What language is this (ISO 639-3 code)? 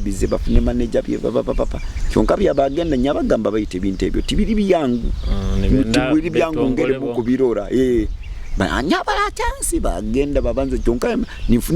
nyo